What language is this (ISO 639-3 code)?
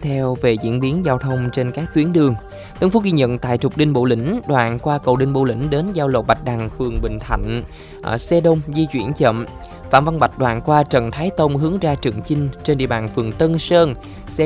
vie